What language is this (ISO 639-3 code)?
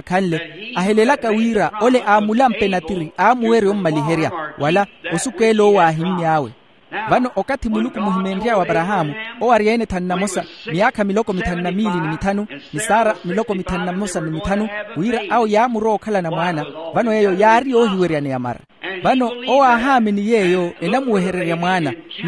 vmw